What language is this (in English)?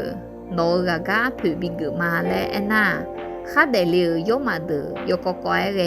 Akha